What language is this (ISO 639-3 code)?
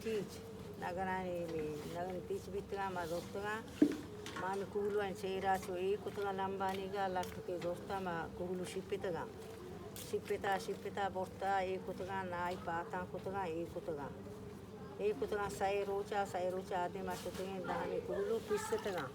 bal